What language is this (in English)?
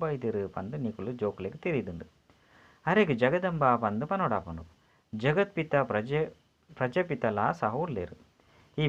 Tulu